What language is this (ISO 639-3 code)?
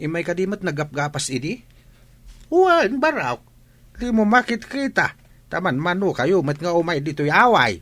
ilo